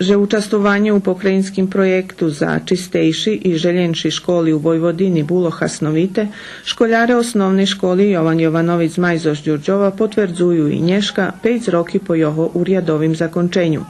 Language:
Rusyn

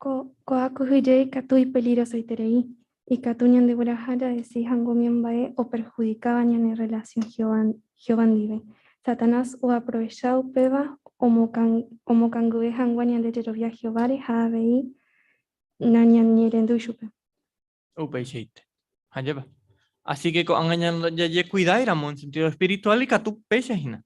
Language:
Guarani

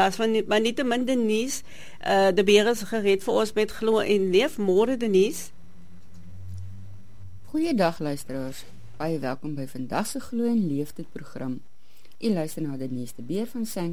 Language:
Afrikaans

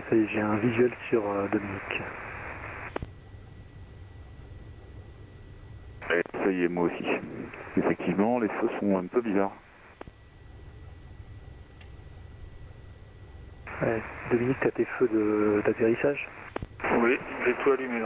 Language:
French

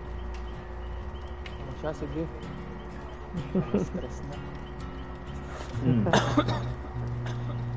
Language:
Filipino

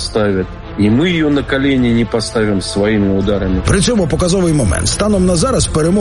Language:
Ukrainian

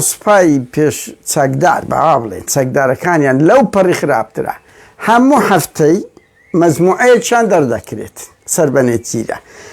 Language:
Central Kurdish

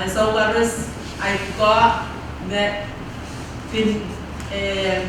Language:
Pohnpeian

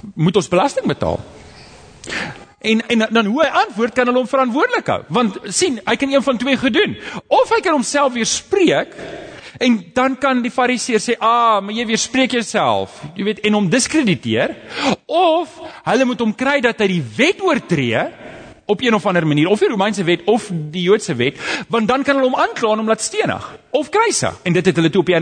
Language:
Afrikaans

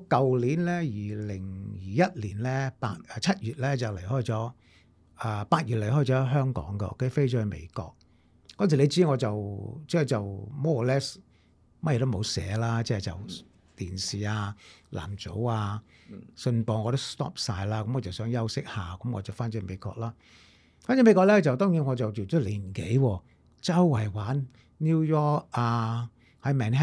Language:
Cantonese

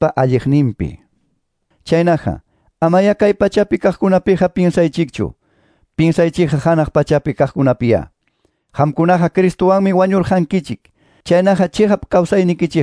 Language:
Quechua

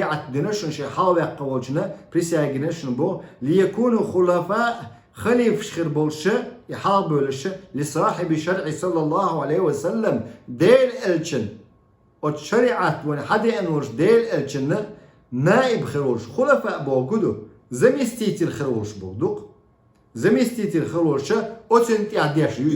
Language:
Chechen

